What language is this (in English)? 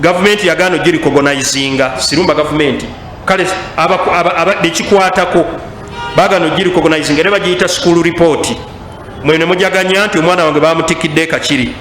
Ganda